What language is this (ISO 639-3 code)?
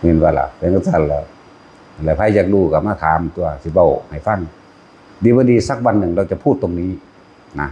tts